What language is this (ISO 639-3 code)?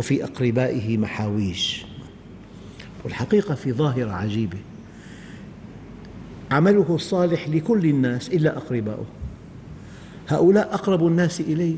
ara